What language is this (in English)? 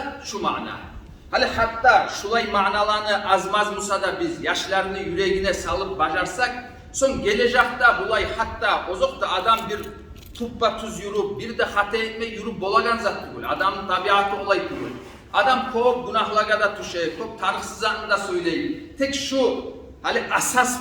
Kumyk